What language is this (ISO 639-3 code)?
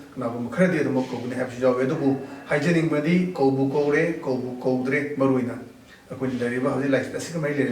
mni